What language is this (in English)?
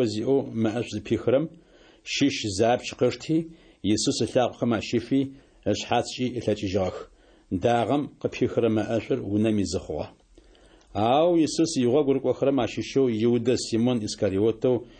Adyghe